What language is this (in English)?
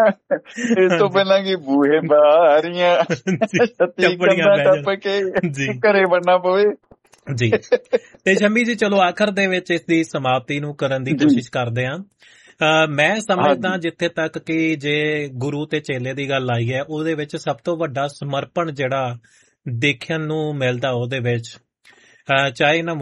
Punjabi